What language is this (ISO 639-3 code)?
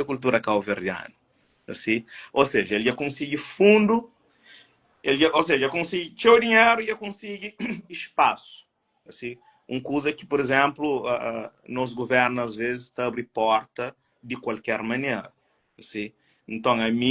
kea